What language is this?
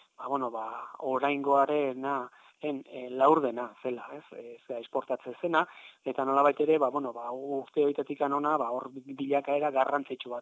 Basque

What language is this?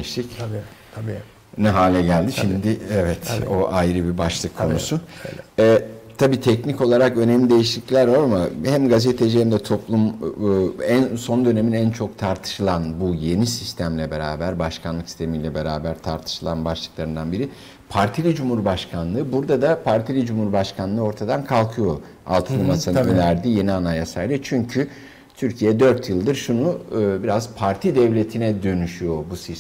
Turkish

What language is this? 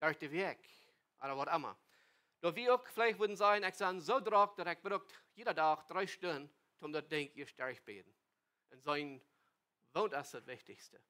Plautdietsch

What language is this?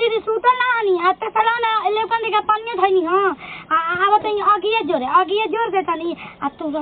Bhojpuri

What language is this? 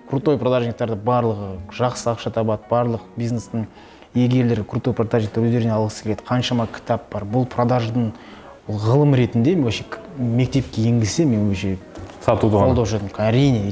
Kazakh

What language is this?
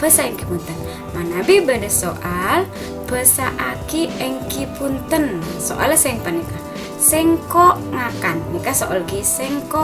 Madurese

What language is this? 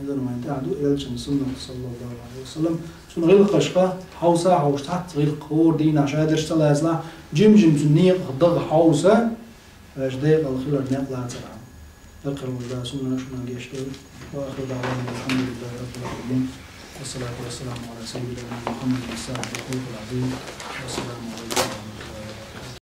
Chechen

